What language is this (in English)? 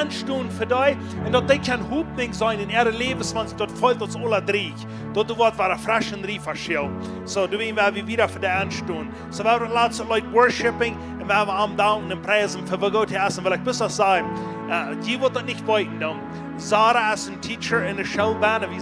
Plautdietsch